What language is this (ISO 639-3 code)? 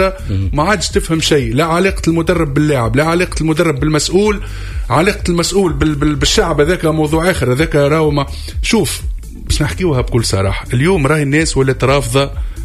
aeb